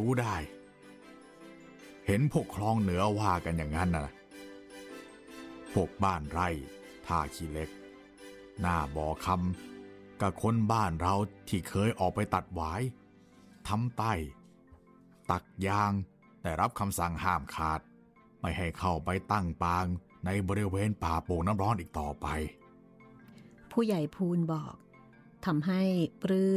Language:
Thai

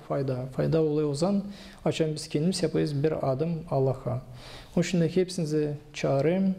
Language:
Gagauz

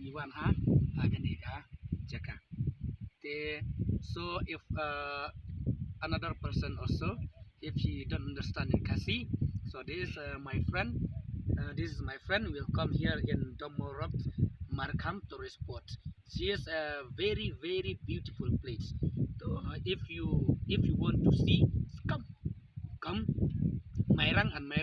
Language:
Khasi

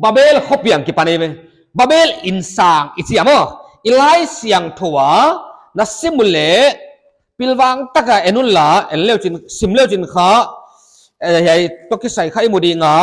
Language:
Paite Chin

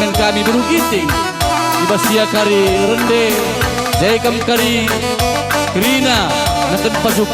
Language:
Batak Karo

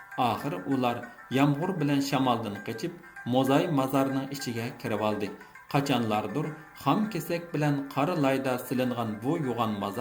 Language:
Uyghur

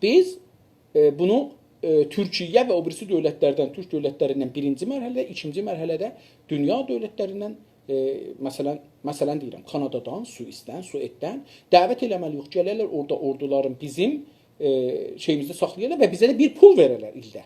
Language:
South Azerbaijani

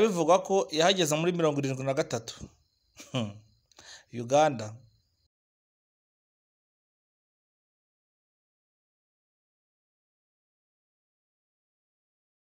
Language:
Kinyarwanda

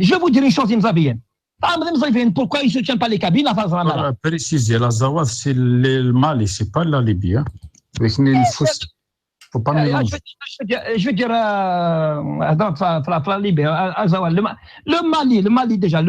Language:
Kabyle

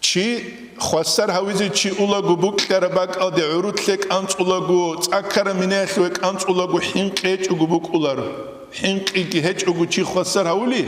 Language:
Avaric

